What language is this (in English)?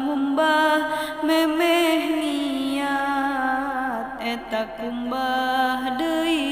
Sundanese